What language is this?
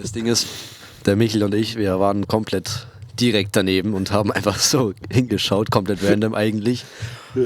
Bavarian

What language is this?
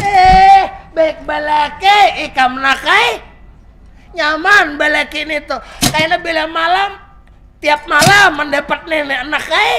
Banjar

